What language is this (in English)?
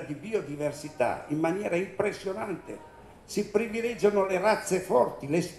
Italian